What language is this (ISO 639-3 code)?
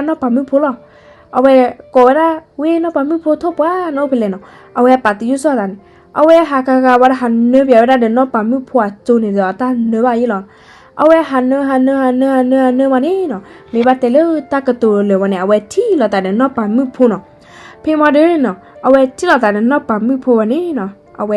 ksw